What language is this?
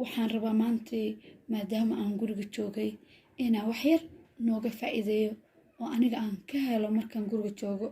Somali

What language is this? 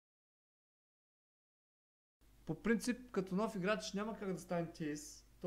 Bulgarian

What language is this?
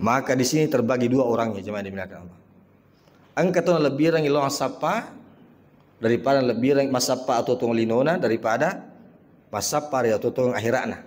Buginese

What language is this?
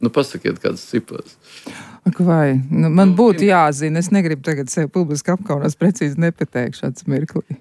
Latvian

